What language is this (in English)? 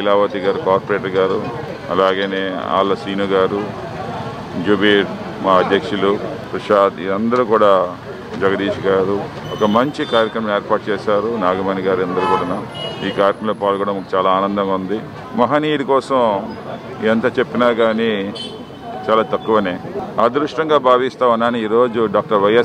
Telugu